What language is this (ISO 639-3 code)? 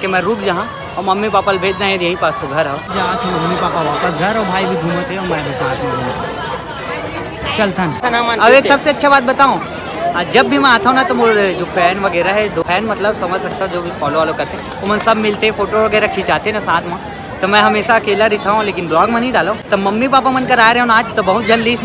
hne